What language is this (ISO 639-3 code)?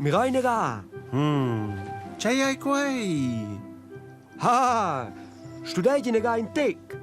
roh